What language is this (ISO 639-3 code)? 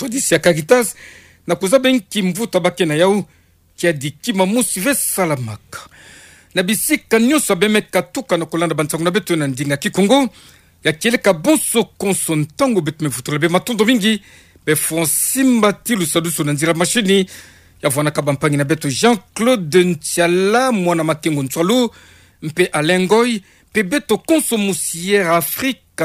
ktu